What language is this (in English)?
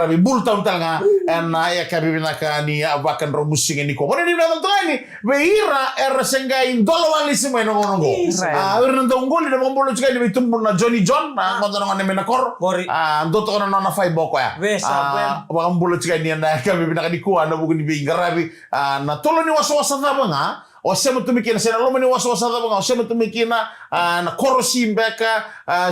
Fijian